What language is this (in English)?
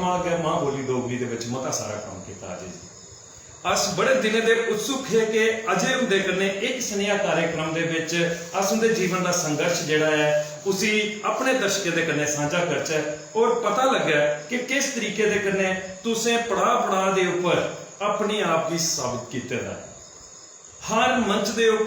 Dogri